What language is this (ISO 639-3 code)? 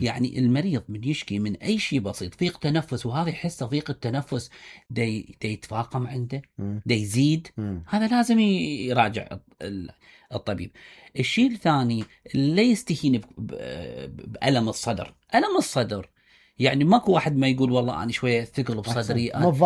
acm